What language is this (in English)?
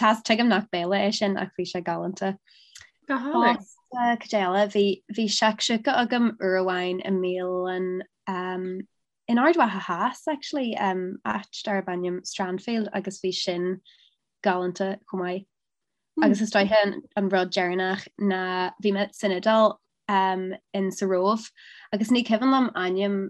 Irish